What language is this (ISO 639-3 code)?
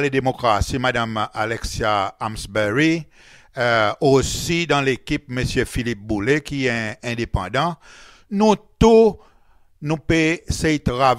crs